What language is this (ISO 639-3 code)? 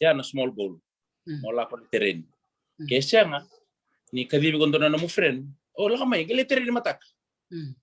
fij